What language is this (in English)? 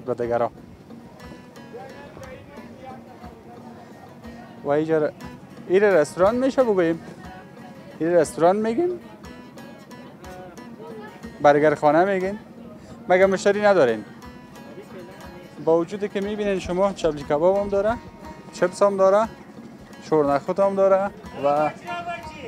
Persian